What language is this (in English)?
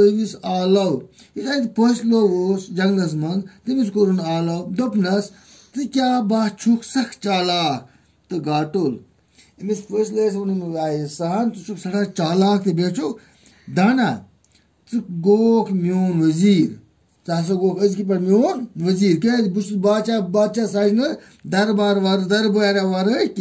Kashmiri